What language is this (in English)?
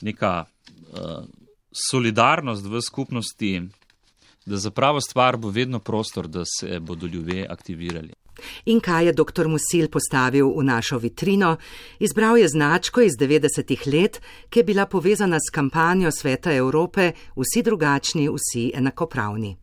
Slovenian